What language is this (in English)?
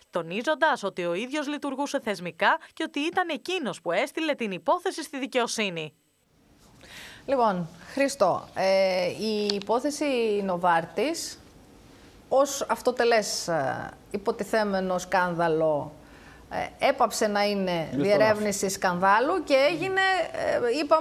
Greek